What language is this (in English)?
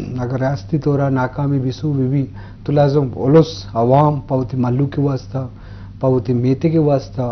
Eastern Balochi